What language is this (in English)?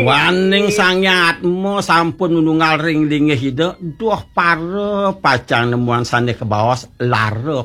Balinese